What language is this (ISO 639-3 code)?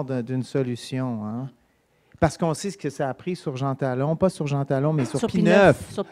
fra